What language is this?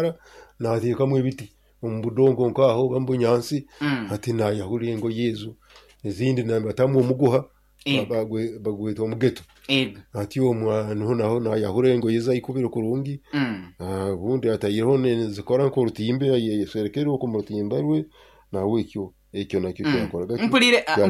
Nyoro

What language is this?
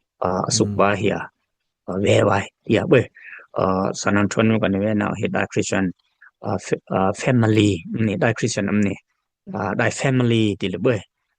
Dimasa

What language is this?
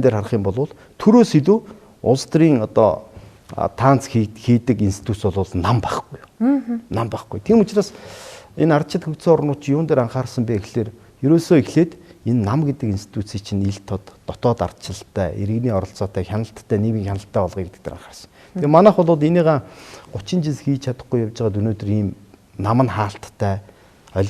Mongolian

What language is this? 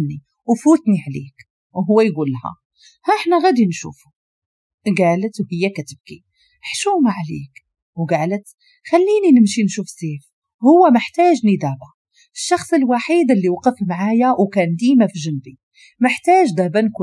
Moroccan Arabic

